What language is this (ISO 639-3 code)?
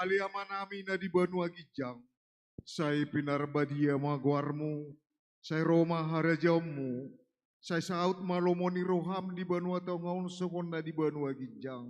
bbc